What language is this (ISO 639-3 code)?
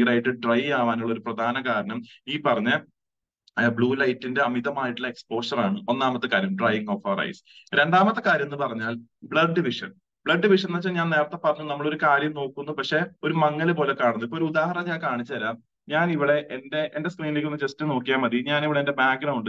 mal